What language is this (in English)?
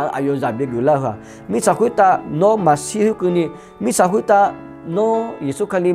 Akha